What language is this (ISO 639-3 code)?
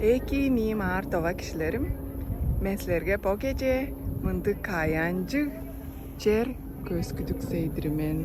tyv